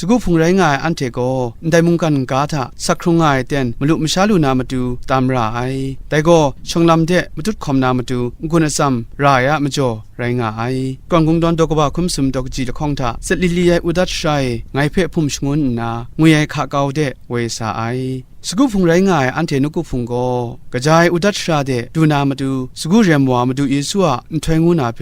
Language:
Kachin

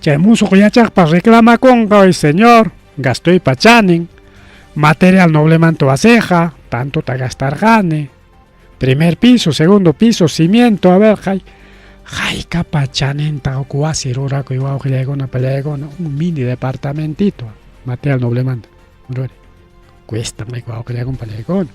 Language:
Ayacucho Quechua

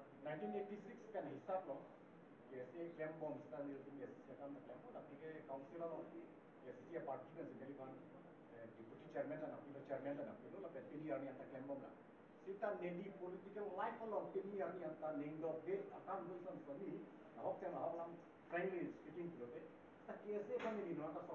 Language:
Karbi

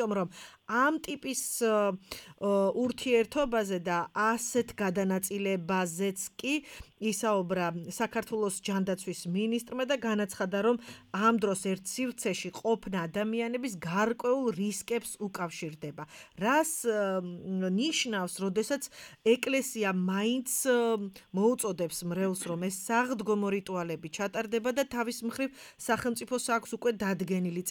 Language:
Georgian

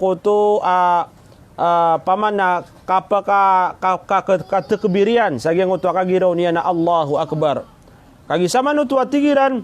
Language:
Maranao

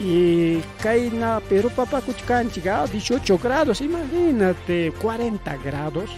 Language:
Ayacucho Quechua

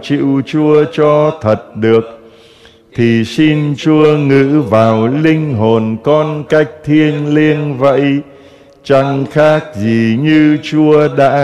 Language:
Vietnamese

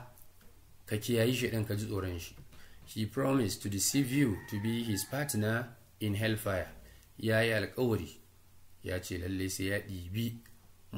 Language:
Hausa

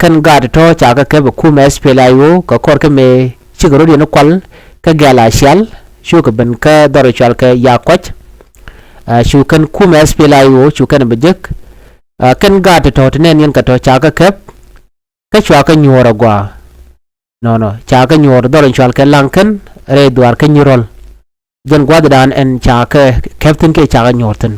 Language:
Nuer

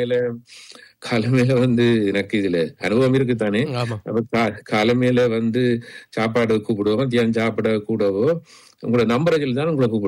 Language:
Tamil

